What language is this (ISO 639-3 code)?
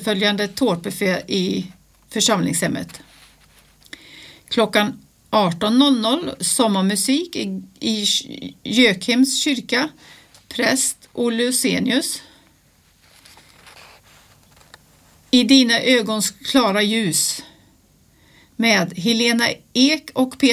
swe